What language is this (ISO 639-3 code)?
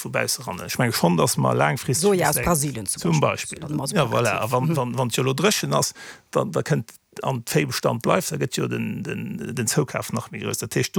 ltz